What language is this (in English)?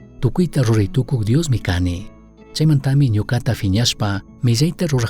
Chimborazo Highland Quichua